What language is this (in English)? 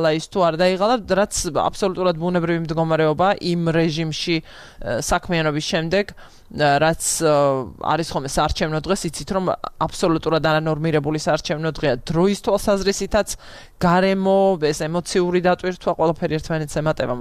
Georgian